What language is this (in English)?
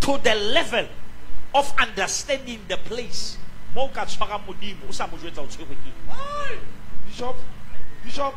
Southern Sotho